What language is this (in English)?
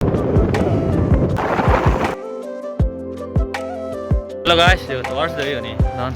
Karbi